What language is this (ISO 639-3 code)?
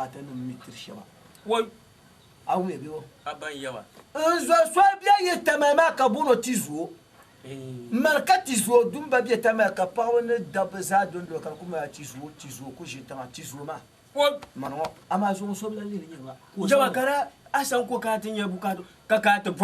dag